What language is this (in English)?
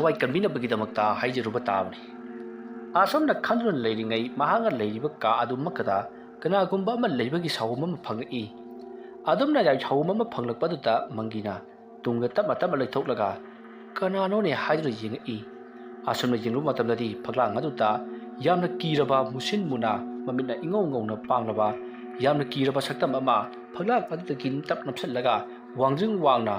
Manipuri